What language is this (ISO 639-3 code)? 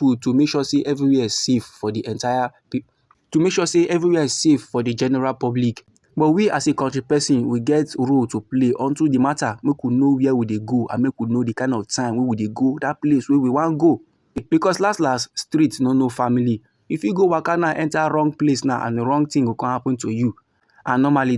pcm